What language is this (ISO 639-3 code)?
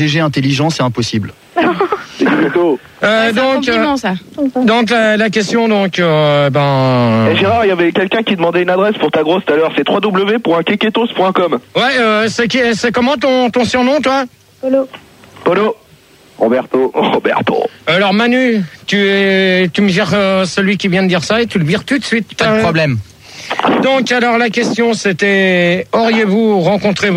fra